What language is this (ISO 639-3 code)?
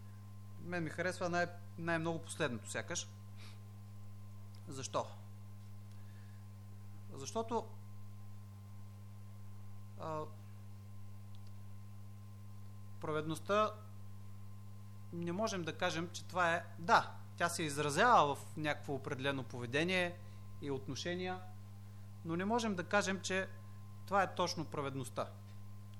bul